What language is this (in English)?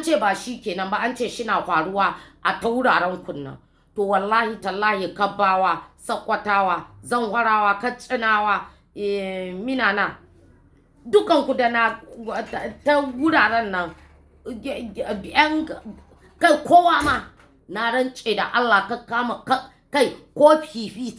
Hausa